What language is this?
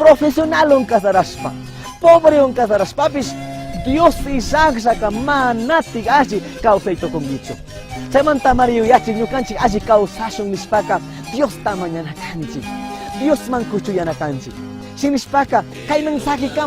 Chimborazo Highland Quichua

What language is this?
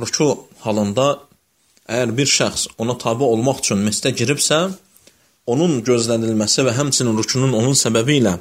Azerbaijani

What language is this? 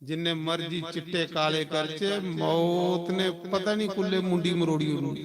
Dogri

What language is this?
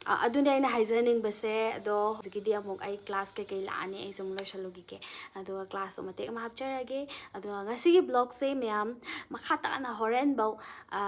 Manipuri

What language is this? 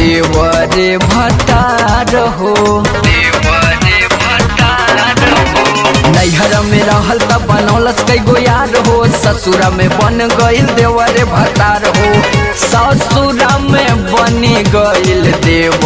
Bhojpuri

